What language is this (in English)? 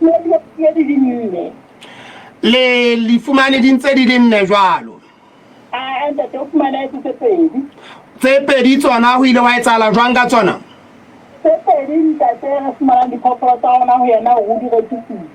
Southern Sotho